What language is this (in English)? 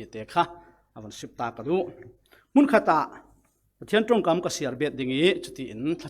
Falam Chin